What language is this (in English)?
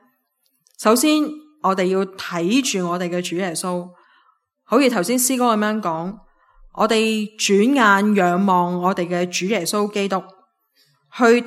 Cantonese